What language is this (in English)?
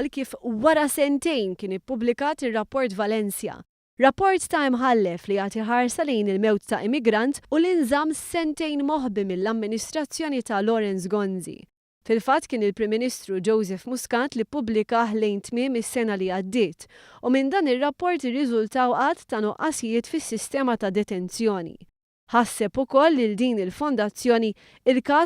Maltese